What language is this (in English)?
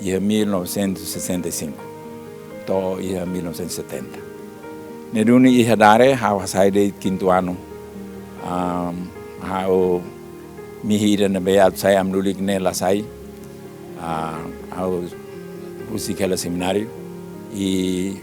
Tetum